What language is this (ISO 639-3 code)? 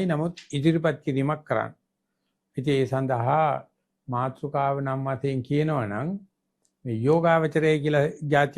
sin